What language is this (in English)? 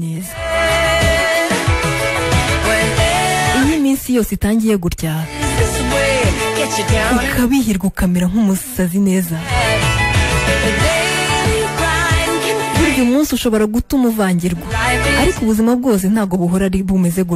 Kinyarwanda